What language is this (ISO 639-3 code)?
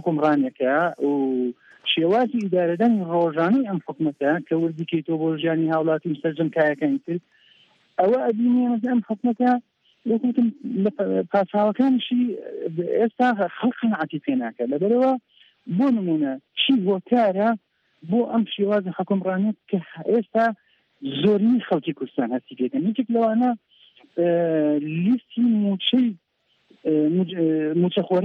ckb